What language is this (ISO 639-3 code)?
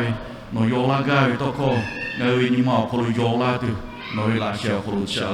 lhu